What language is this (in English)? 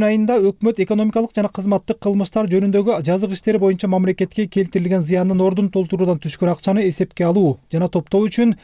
Kyrgyz